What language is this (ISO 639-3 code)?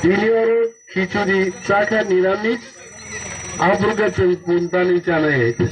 trp